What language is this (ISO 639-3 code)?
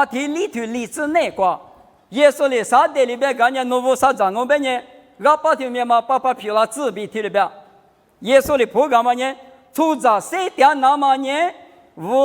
lis